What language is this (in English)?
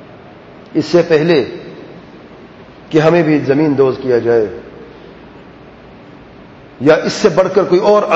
Urdu